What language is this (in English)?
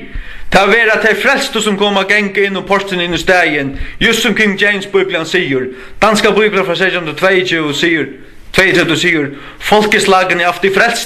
Faroese